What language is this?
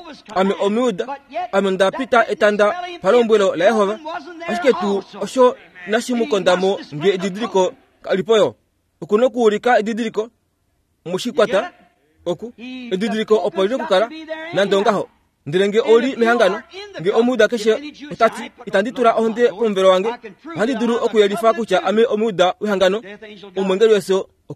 Kuanyama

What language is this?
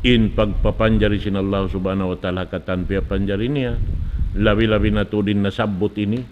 Tausug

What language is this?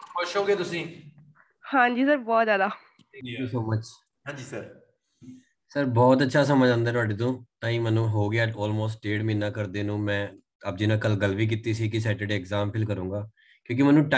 Punjabi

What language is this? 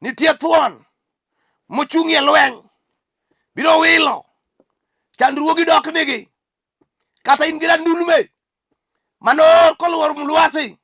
Luo (Kenya and Tanzania)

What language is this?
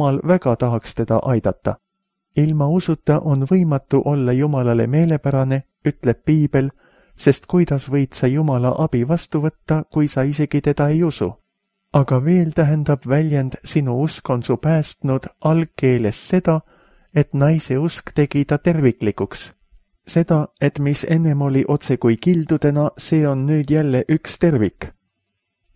Estonian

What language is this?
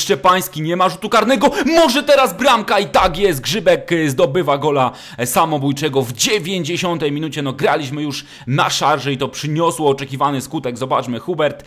Polish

